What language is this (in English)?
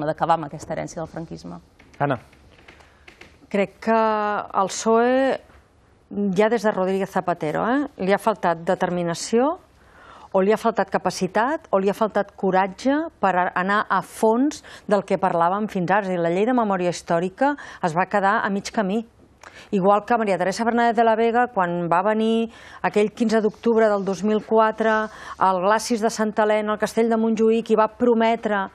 Catalan